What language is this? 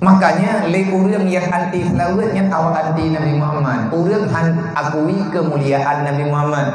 Achinese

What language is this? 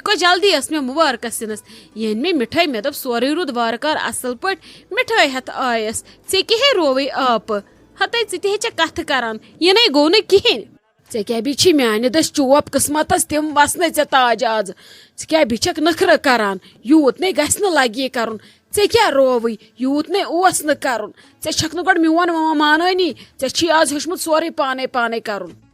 Kashmiri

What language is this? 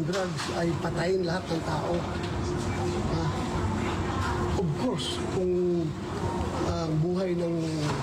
Filipino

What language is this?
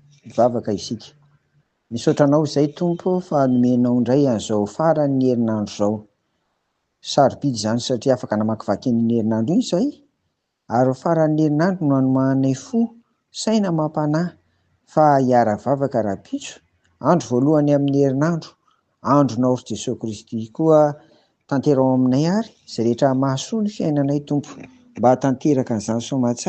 Malagasy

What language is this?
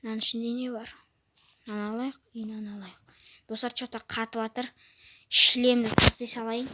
Kazakh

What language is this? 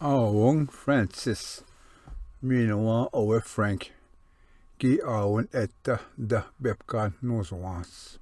Ojibwa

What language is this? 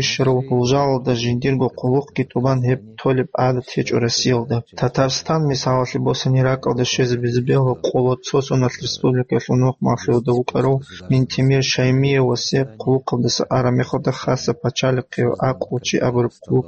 Avaric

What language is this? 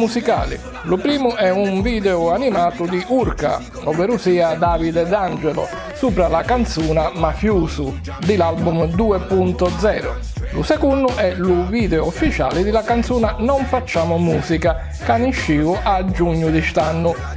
Sicilian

